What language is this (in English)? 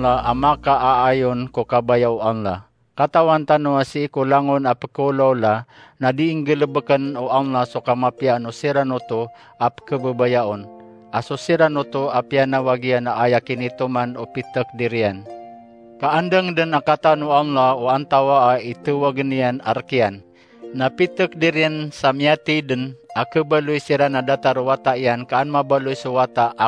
Maranao